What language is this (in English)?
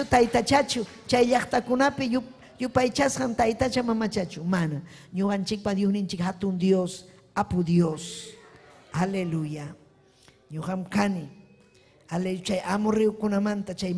Ayacucho Quechua